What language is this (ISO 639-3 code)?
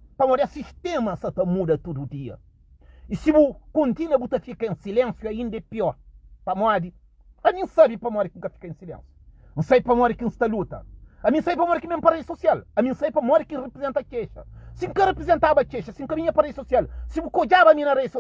kea